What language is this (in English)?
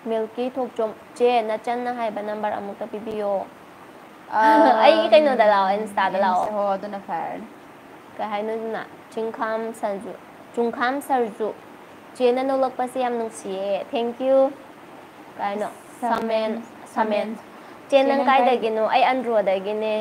Manipuri